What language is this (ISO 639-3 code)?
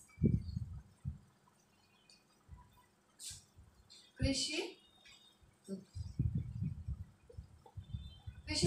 ben